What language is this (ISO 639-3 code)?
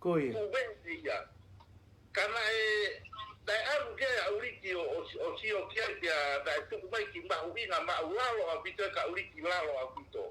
ton